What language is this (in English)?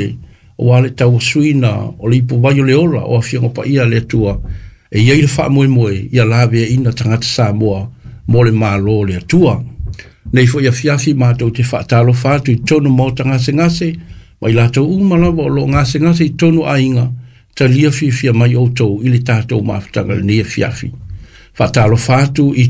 Samoan